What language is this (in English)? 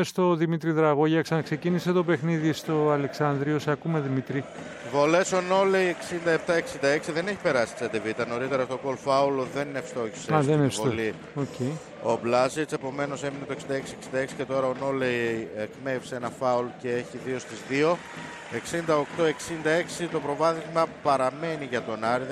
Greek